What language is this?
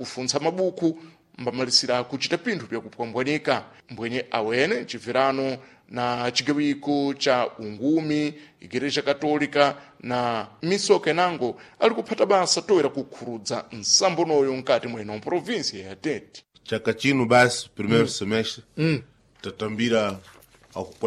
Sena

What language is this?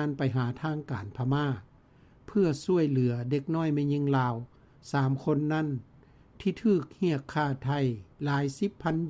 Lao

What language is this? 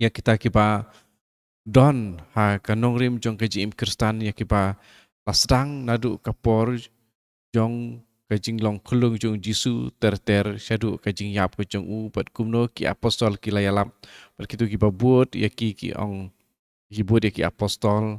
Khasi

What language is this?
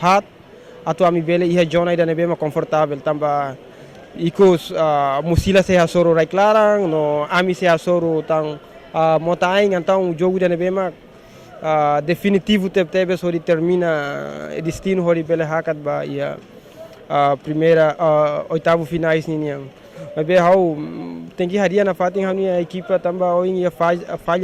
Tetum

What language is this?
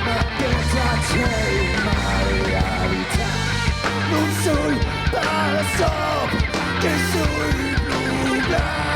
Occitan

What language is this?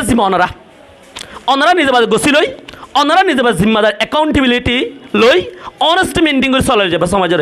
Rohingya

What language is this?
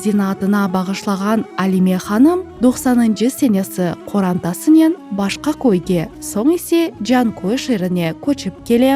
Crimean Tatar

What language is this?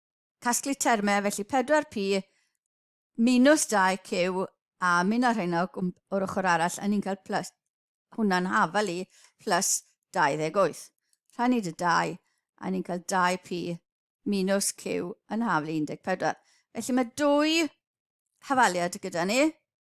Welsh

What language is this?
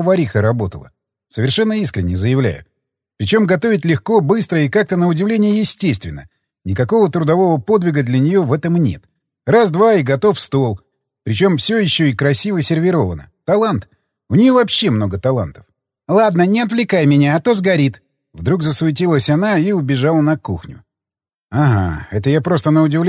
Russian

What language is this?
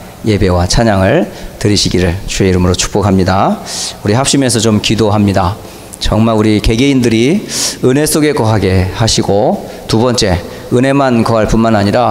Korean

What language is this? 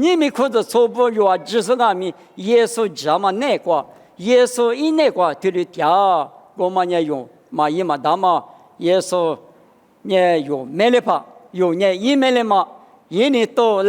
Lisu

